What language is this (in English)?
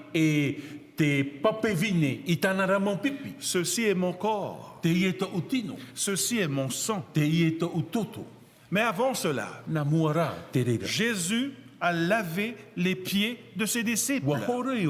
Tahitian